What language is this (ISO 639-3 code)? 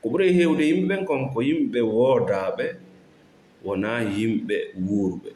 ful